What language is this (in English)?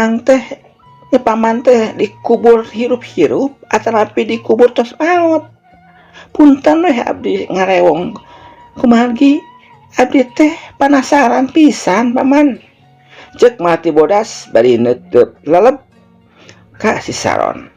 Sundanese